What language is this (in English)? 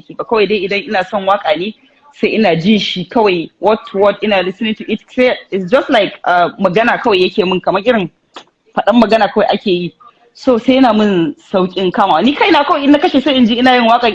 Hausa